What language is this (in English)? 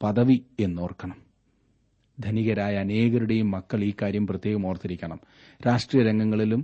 Malayalam